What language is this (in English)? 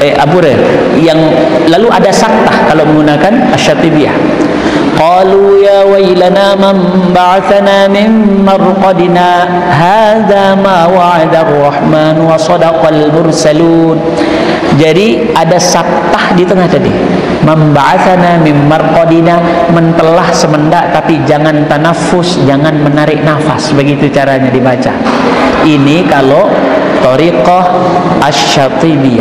Sasak